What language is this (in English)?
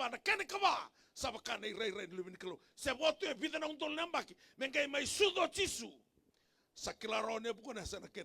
Fijian